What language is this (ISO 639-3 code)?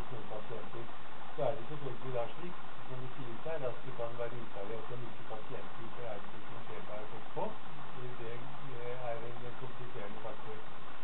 nor